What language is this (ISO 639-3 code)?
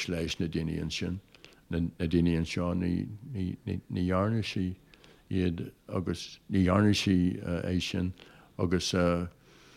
gle